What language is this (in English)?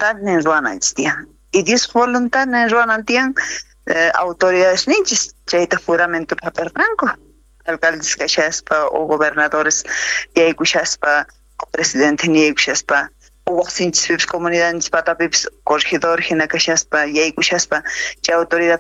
South Bolivian Quechua